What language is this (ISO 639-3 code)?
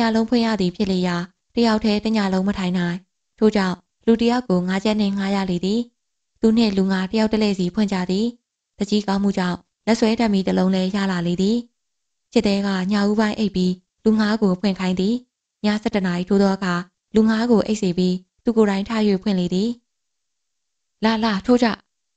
mya